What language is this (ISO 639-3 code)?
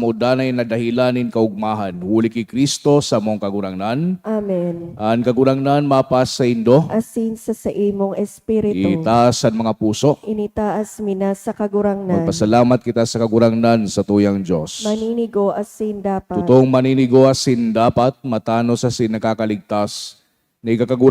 bik